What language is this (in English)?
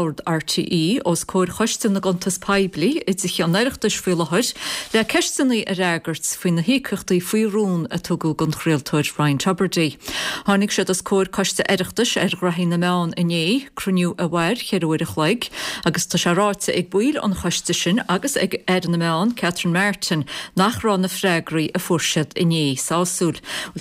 Irish